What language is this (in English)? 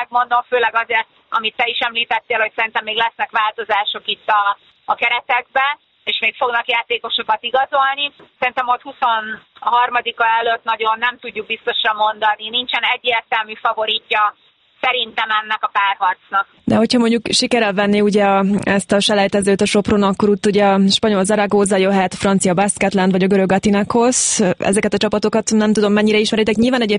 Hungarian